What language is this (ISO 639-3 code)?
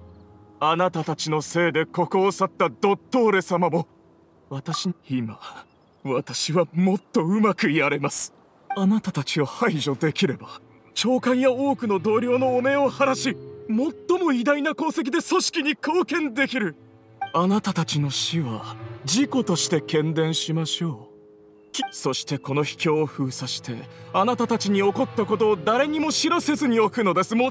jpn